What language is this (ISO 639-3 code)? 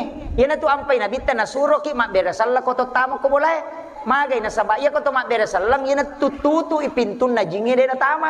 bug